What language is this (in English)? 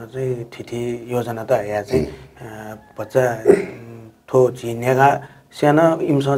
Newari